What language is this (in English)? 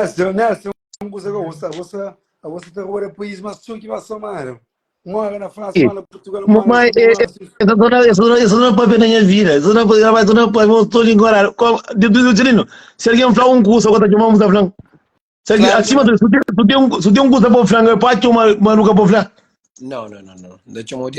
Kabuverdianu